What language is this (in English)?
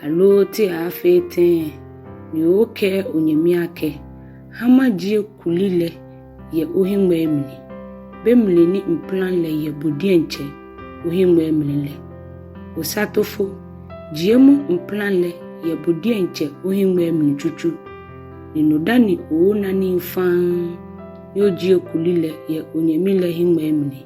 Ga